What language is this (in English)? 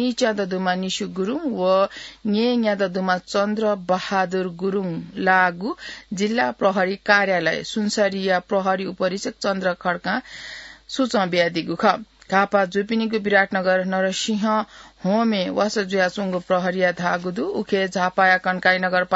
Newari